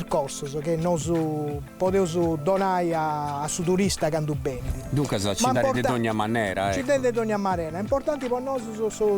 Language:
Sardinian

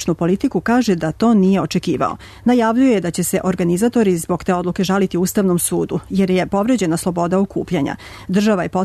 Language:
Serbian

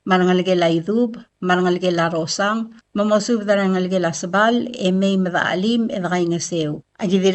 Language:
Palauan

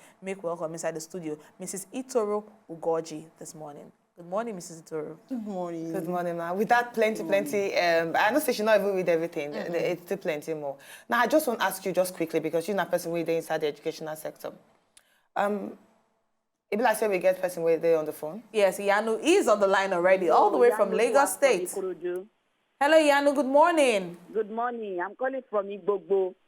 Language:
Nigerian Pidgin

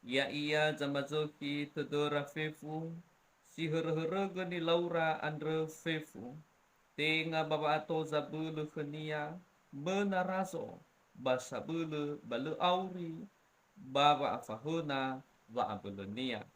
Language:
Nias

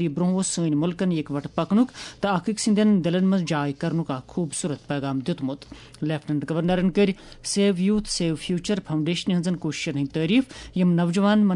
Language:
Kashmiri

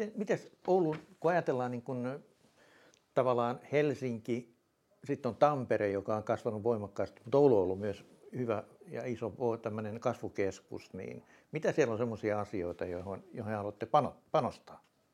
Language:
Finnish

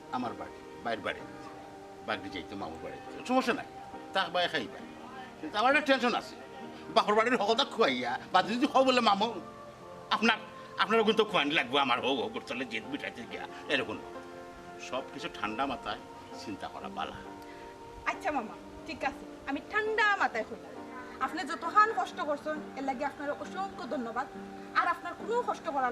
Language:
Sylheti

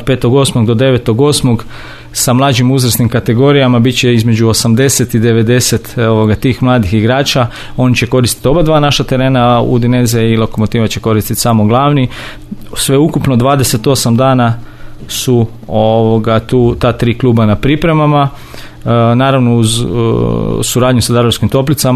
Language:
Croatian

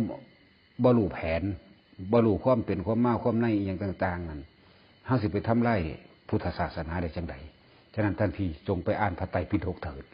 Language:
Northeastern Thai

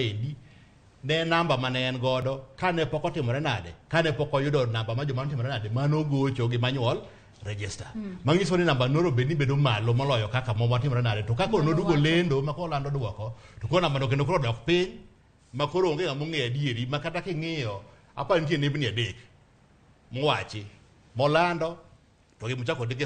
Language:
Luo (Kenya and Tanzania)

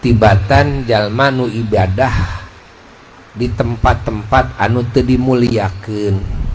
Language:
Sundanese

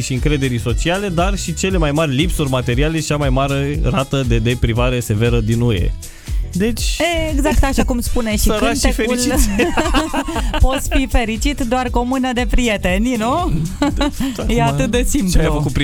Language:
Romanian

